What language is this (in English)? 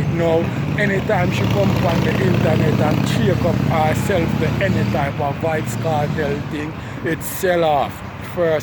Jamaican Creole English